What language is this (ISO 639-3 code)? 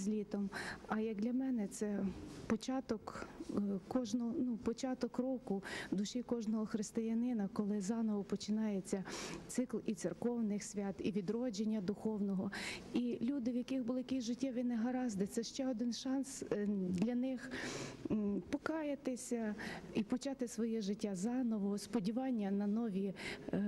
ukr